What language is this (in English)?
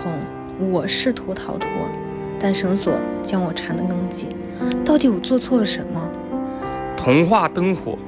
Chinese